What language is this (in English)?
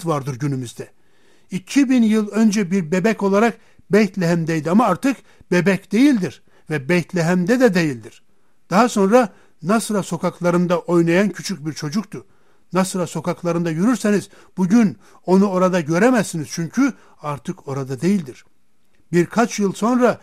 Turkish